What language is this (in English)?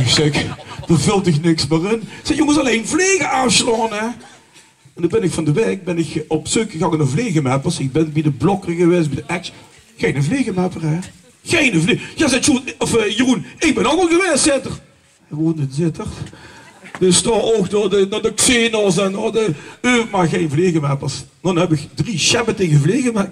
Limburgish